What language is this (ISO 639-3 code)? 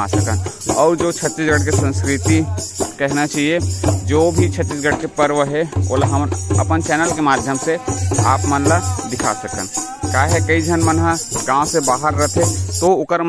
hne